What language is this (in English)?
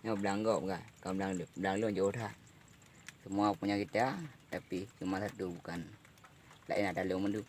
Achinese